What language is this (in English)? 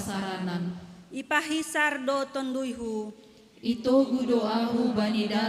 Batak Simalungun